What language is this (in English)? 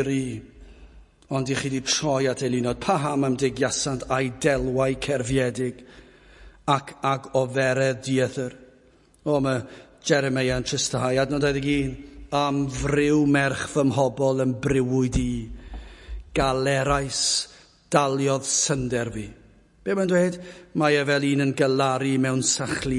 Welsh